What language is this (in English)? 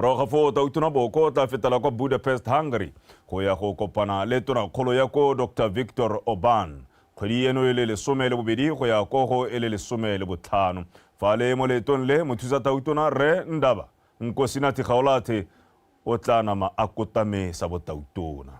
Tswana